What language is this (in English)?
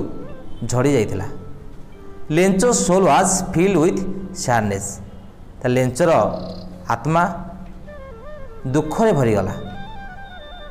Odia